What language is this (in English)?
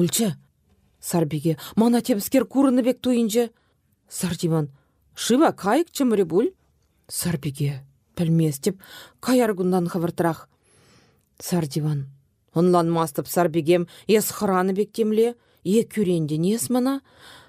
Chuvash